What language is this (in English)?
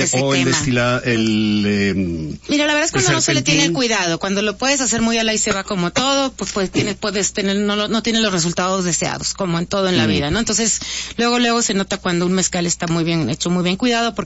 Spanish